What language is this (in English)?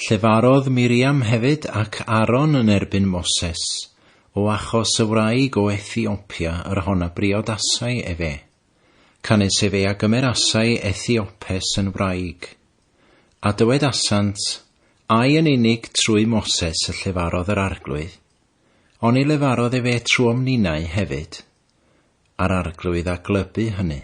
Welsh